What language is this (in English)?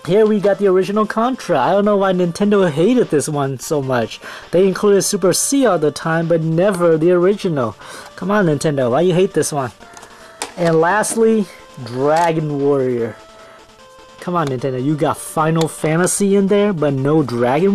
English